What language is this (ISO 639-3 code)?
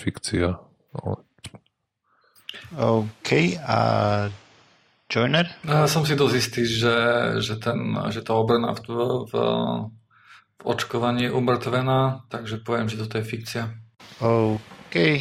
slk